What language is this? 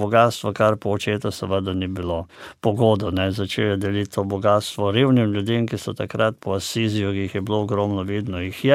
Slovenian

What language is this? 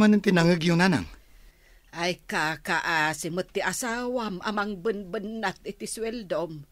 Iloko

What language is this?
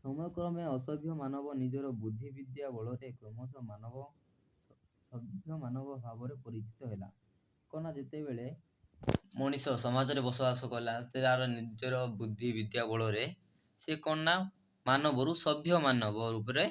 Odia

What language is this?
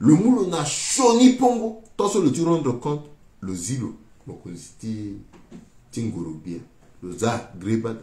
Sango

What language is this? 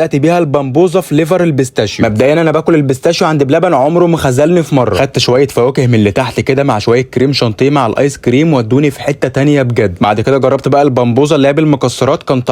Egyptian Arabic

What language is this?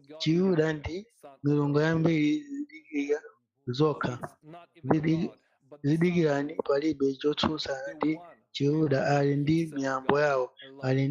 Nyanja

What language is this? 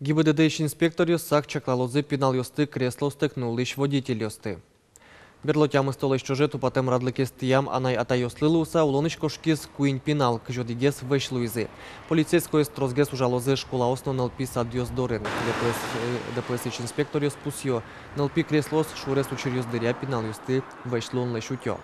Udmurt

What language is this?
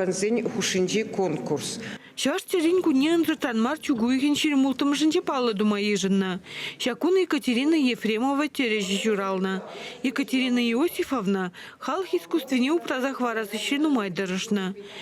Chuvash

